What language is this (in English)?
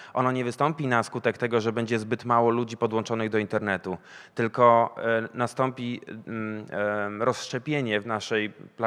Polish